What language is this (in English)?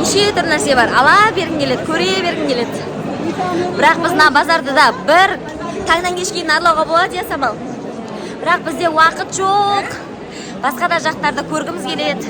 Kazakh